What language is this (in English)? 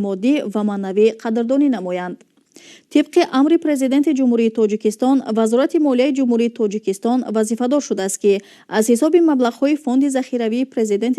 Tajik